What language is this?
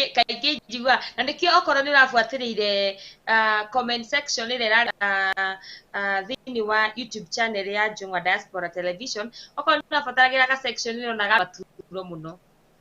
Kikuyu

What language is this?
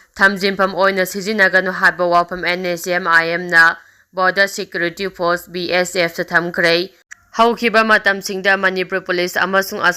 Manipuri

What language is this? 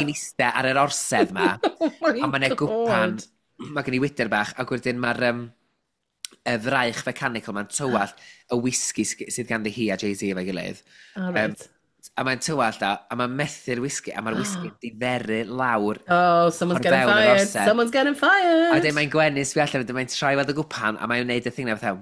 Welsh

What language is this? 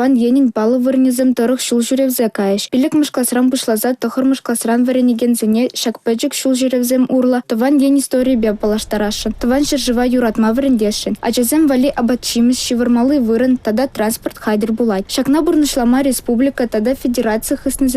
Chuvash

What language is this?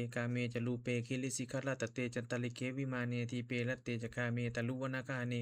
Pali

